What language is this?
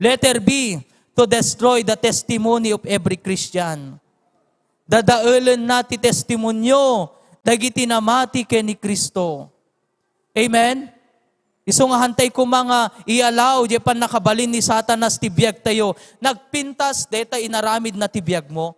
Iloko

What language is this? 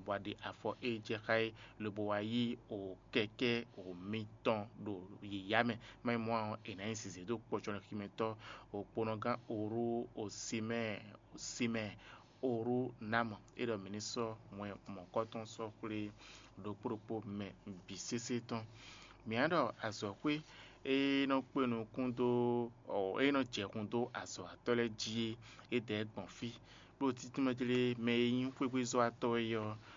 Fon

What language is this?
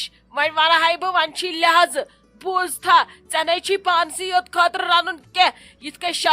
Kashmiri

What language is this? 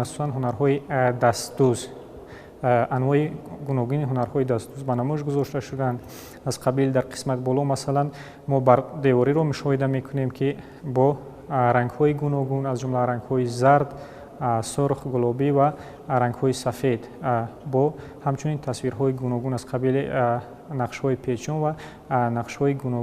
Tajik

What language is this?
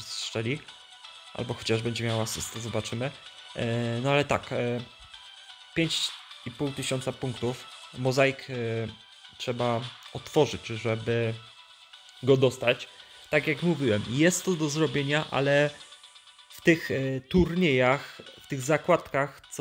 Polish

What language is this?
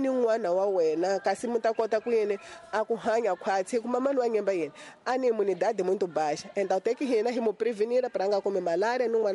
Tsonga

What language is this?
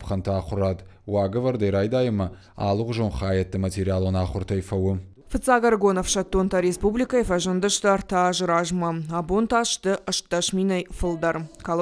Ossetic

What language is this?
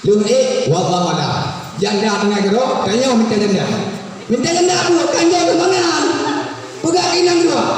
Achinese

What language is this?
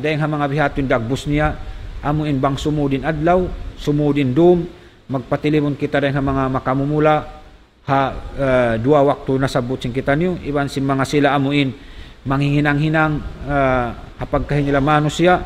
Tausug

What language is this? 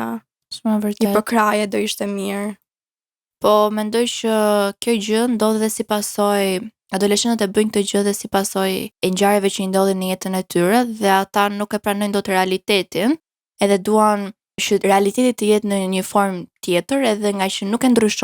Albanian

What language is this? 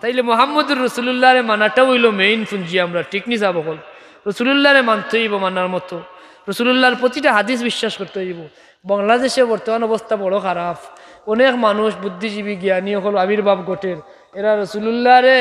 Sylheti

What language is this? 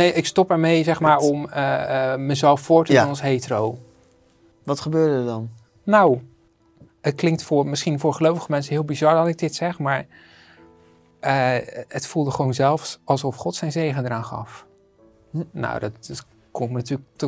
Dutch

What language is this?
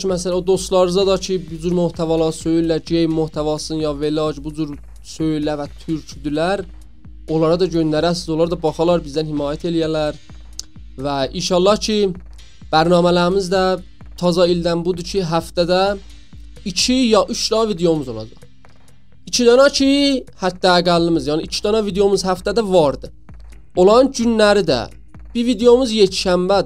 South Azerbaijani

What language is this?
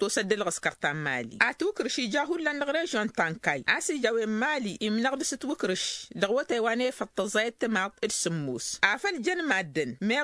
Tamasheq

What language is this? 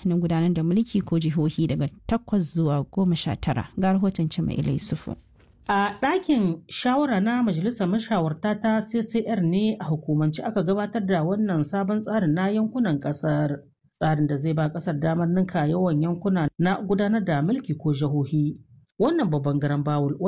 Hausa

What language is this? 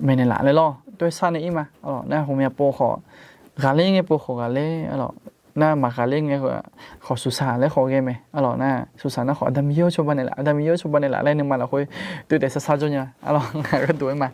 Akha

